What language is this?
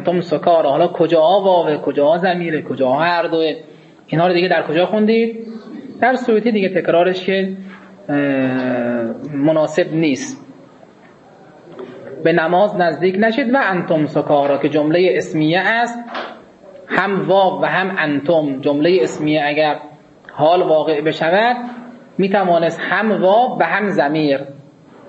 Persian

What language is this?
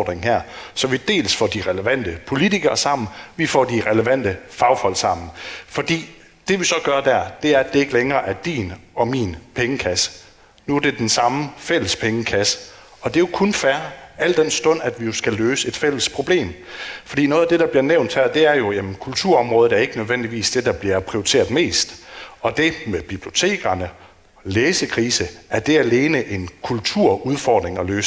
Danish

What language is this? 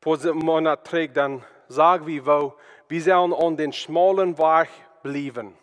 Plautdietsch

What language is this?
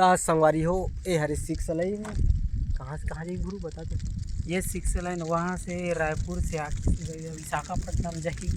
Chhattisgarhi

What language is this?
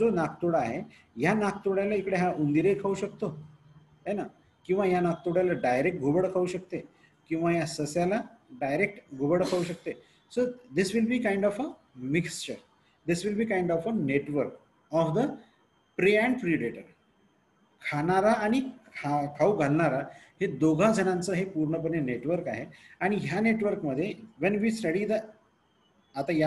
Marathi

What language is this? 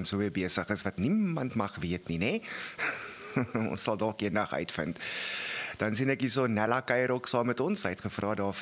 Afrikaans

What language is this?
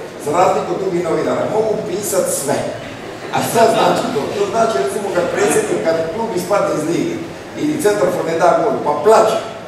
Croatian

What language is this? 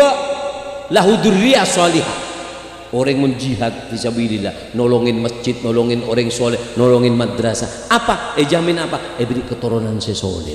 Madurese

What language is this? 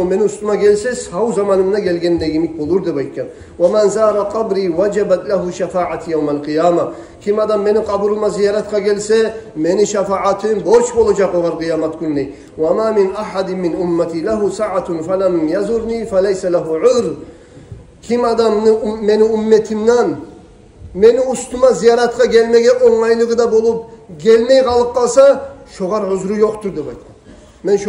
Kumyk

